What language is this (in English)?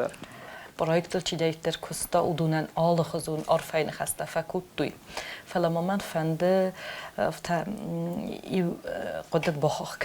Ossetic